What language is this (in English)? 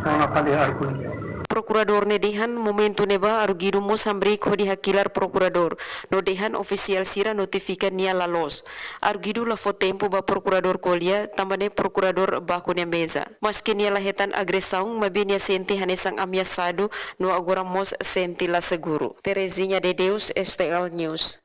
Tetum